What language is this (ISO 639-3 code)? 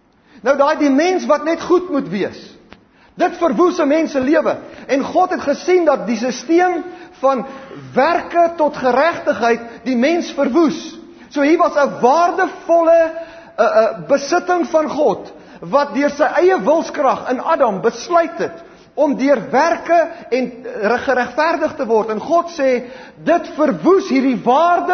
afr